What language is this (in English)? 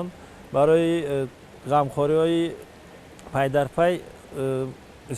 Tajik